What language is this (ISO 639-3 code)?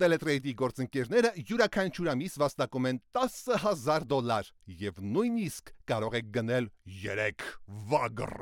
hye